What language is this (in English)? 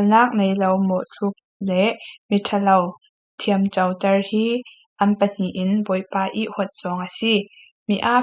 Falam Chin